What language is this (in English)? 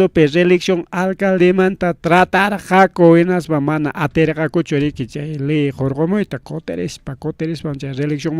Ayacucho Quechua